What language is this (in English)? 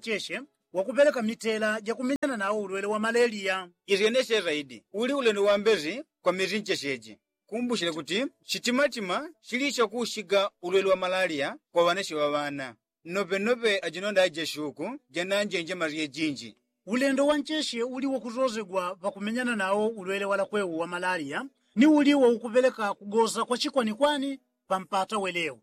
Yao